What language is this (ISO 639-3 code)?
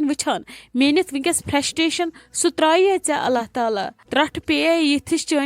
kas